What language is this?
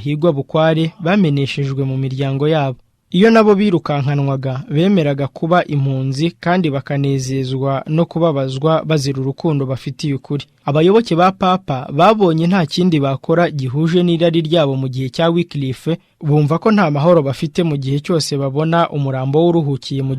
Kinyarwanda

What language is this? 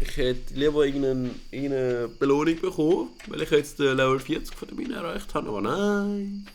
Swiss German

